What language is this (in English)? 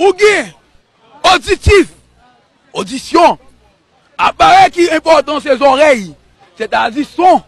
Haitian Creole